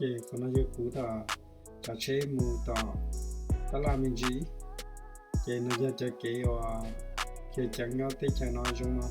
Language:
Hmong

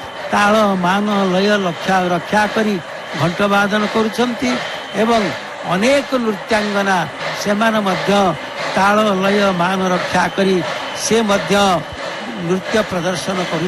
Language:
Odia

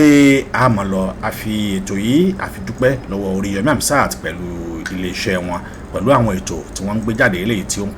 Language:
Yoruba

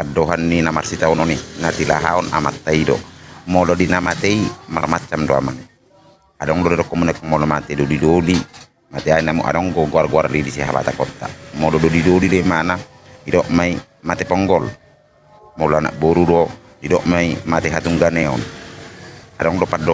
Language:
Batak Toba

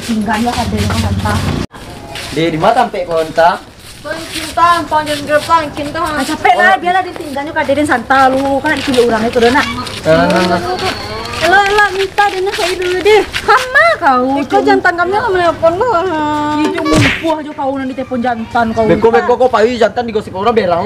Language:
Minangkabau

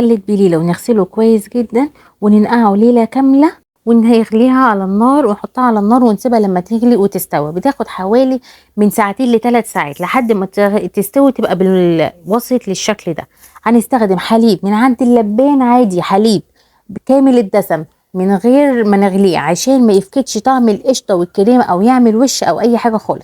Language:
Egyptian Arabic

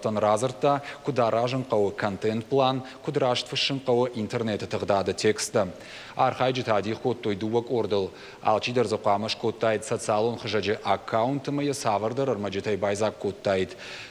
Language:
Ossetic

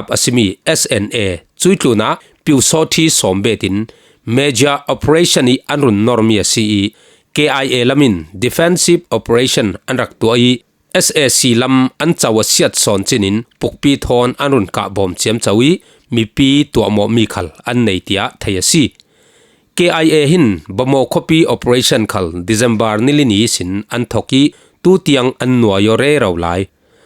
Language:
Falam Chin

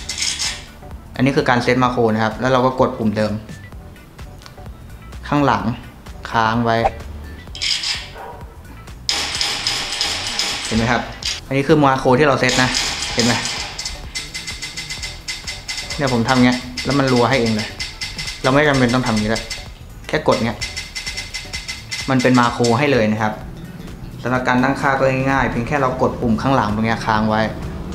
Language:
Thai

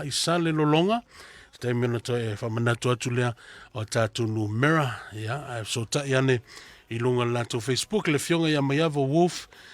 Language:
Samoan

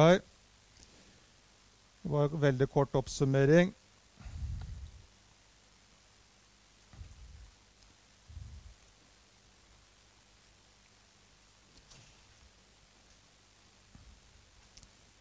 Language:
Norwegian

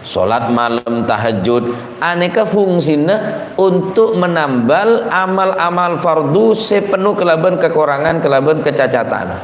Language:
Madurese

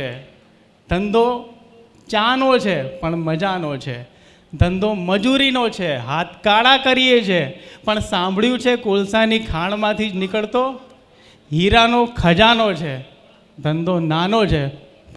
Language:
Gujarati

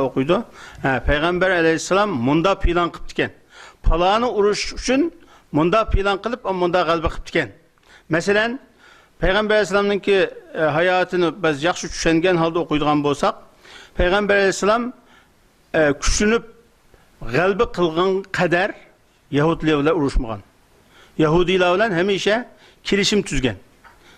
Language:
Uyghur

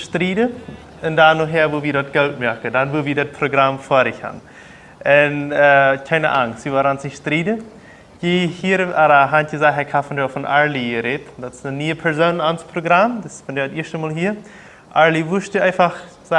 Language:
Plautdietsch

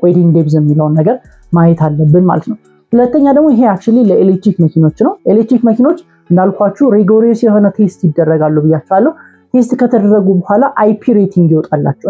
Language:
Amharic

